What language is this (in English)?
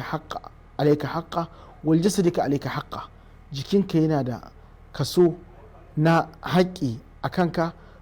Hausa